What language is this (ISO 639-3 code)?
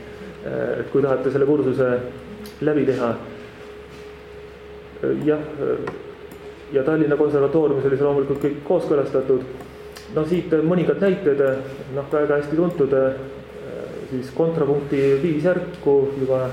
est